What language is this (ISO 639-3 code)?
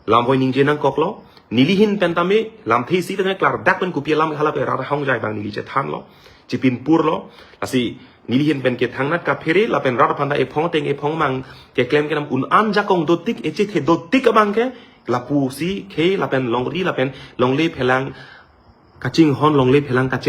mjw